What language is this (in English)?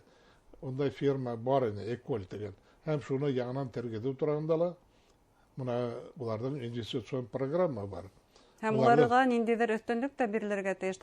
Bashkir